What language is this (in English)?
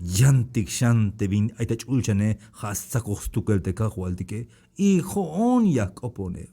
Tzeltal